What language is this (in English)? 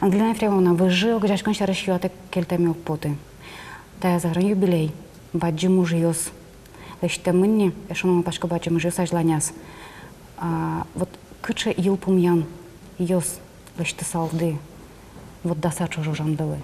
Udmurt